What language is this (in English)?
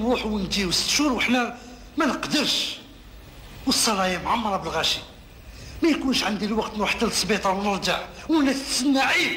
Algerian Arabic